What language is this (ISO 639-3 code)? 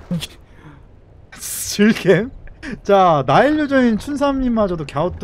kor